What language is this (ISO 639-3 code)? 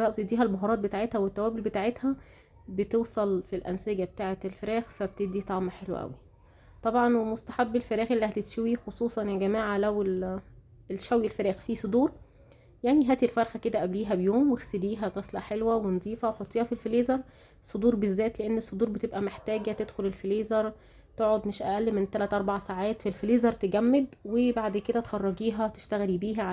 arz